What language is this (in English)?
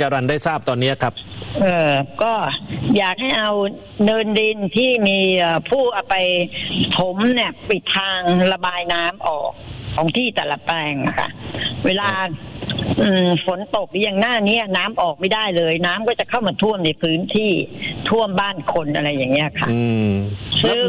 Thai